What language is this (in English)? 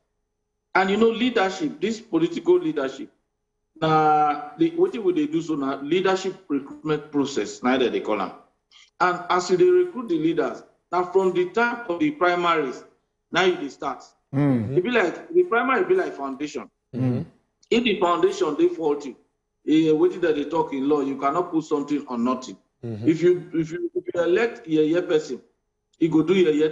Nigerian Pidgin